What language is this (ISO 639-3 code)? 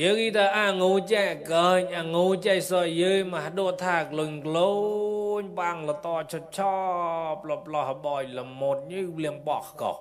mnw